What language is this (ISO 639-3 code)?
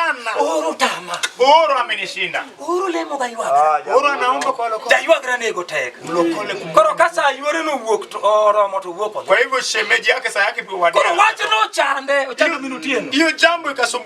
luo